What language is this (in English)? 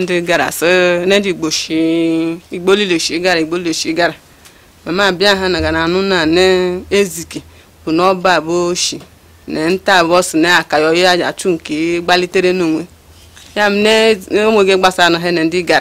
Igbo